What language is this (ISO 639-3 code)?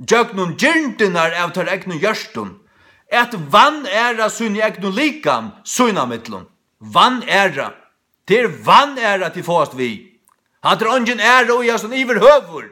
fao